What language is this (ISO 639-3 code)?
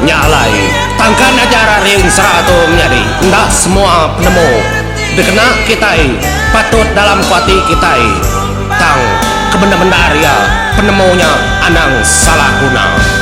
iba